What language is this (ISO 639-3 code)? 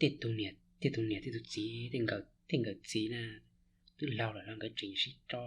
hmn